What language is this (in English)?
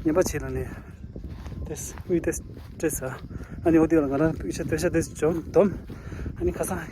Tibetan